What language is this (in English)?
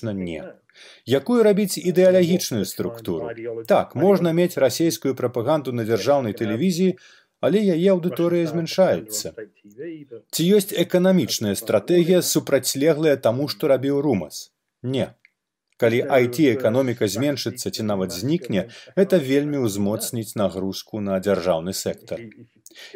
Belarusian